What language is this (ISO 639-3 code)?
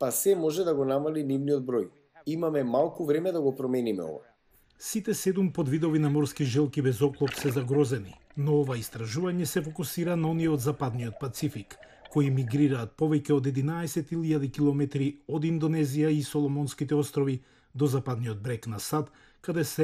mkd